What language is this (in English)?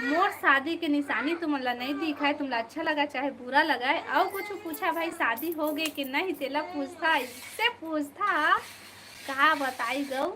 Chhattisgarhi